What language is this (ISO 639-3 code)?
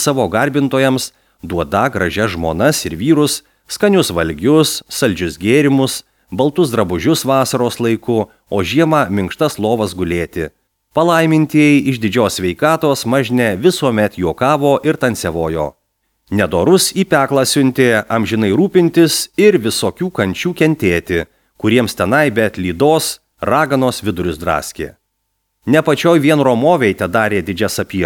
lit